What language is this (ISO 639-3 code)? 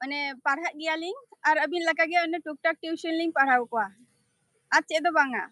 sat